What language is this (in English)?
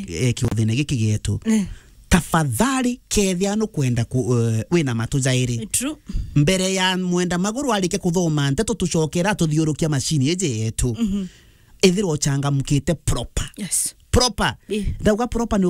Meru